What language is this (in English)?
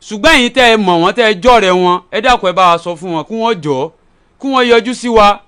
Yoruba